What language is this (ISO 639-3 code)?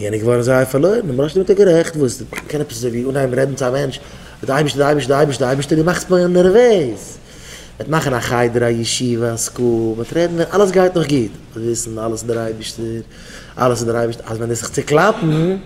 yid